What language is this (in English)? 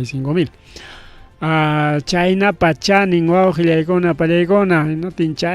Ayacucho Quechua